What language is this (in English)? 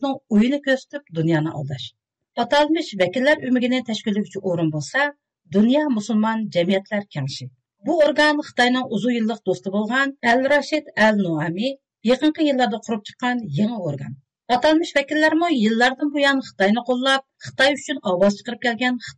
Uyghur